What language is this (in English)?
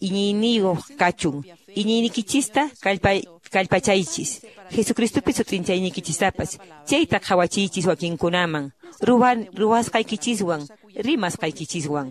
Quechua